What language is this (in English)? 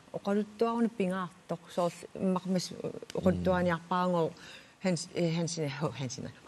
Kalaallisut